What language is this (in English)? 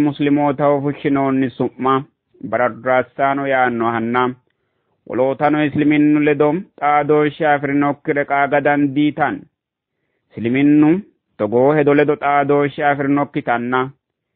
Sidamo